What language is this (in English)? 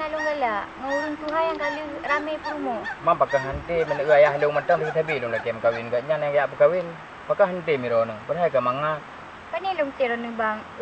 Achinese